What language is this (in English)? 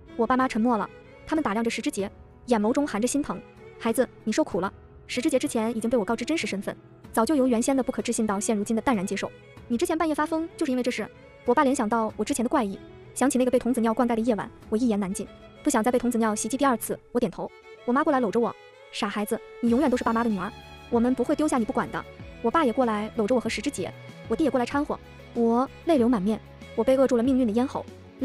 Chinese